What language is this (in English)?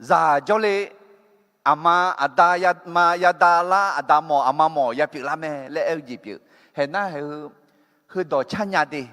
Akha